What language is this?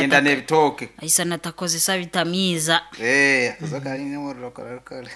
Nyoro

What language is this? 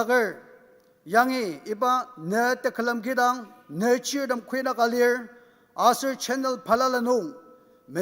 Ao Naga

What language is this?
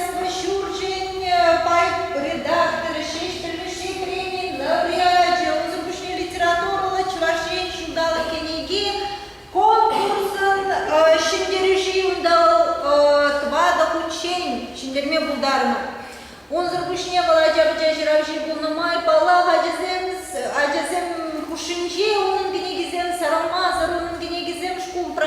Chuvash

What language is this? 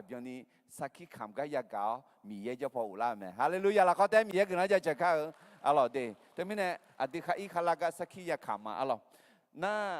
Akha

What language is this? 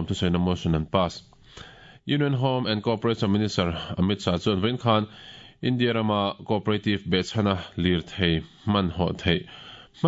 Mizo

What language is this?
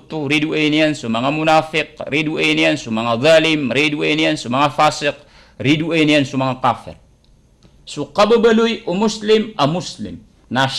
Maranao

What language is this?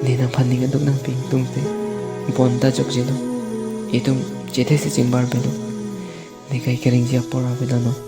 Karbi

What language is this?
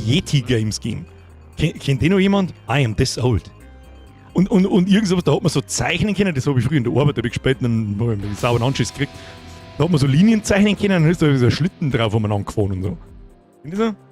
Bavarian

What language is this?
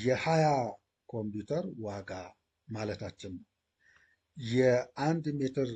Amharic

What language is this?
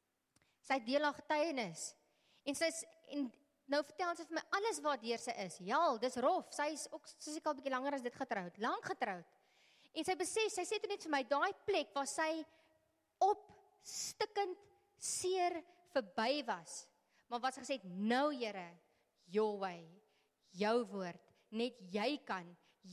Afrikaans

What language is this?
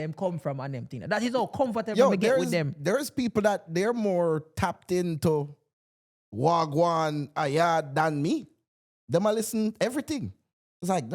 Jamaican Creole English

